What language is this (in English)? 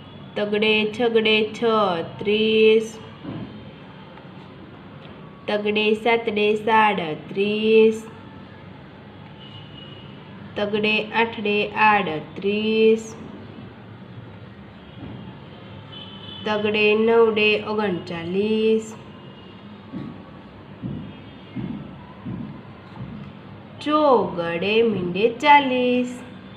Gujarati